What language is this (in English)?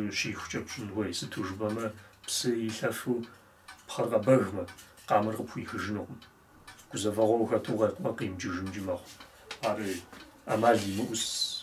Kabardian